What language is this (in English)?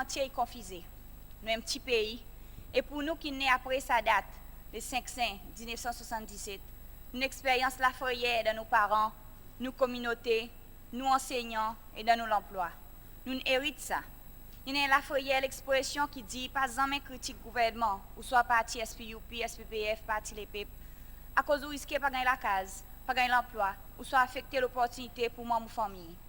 Seselwa Creole French